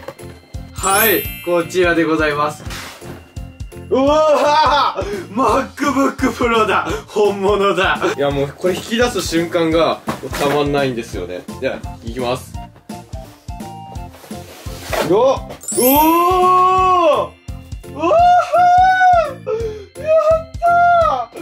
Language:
Japanese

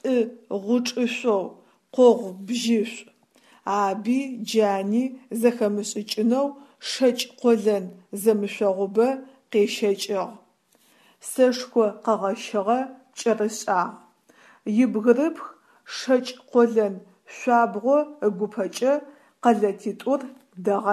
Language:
Adyghe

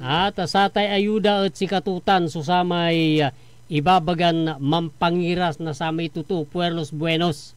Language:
Pangasinan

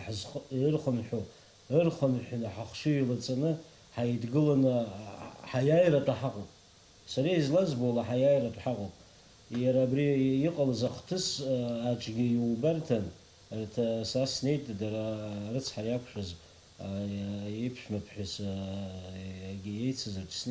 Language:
Abkhazian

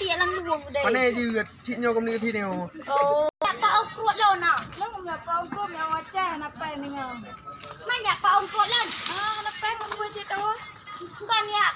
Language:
Achinese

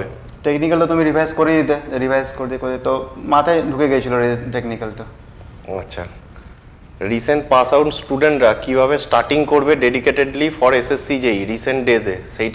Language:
Bangla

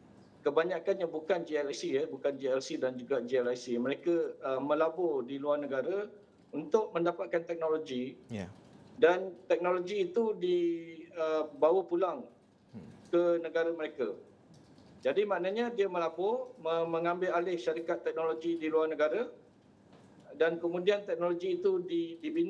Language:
Malay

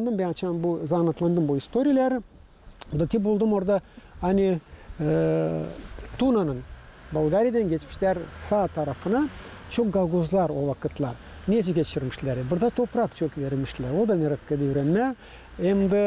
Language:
Gagauz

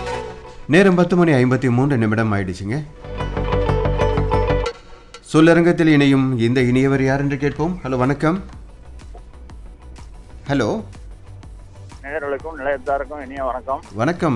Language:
Tamil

